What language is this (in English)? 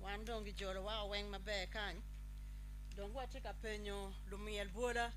Acoli